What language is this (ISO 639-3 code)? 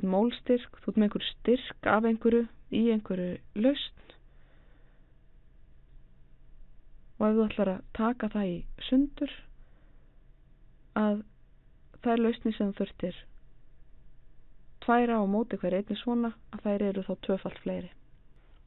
isl